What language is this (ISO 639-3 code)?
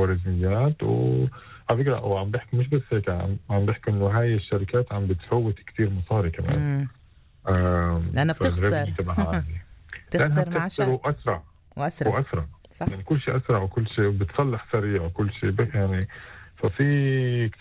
apc